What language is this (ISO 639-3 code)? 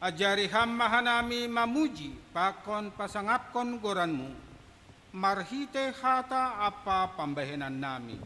bts